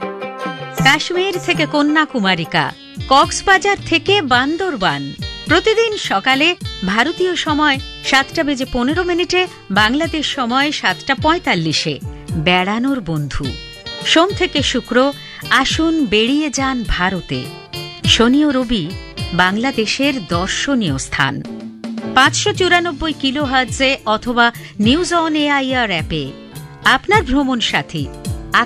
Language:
Bangla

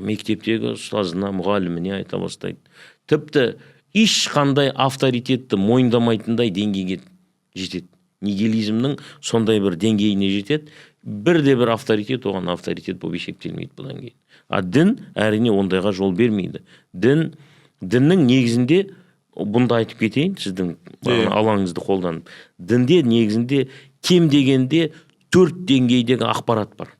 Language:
Kazakh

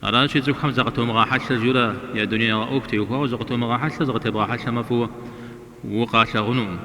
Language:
Kabardian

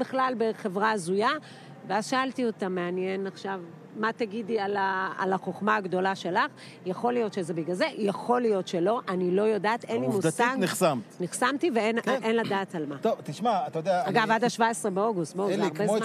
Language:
Hebrew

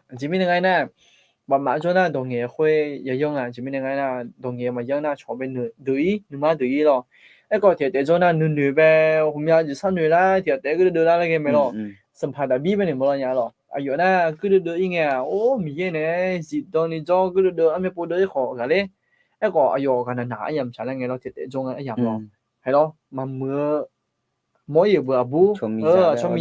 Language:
Akha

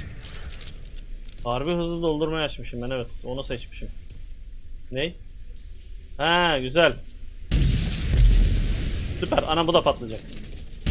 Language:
Turkish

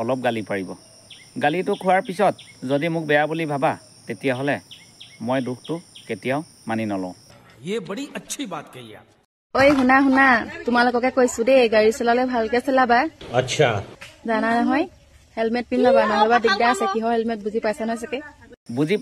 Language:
Assamese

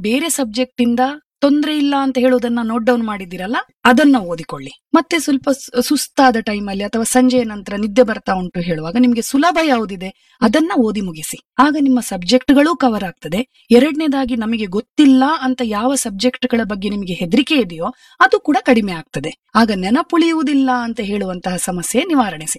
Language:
Kannada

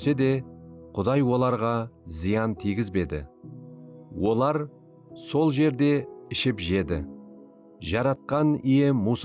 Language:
Kara-Kalpak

